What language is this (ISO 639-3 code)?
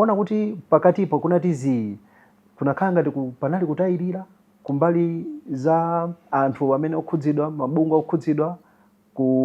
nya